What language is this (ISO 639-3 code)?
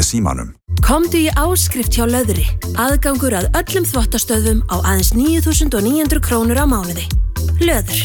isl